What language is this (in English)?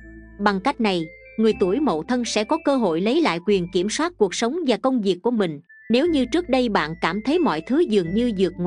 Vietnamese